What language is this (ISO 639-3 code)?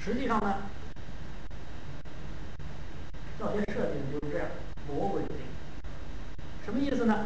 zho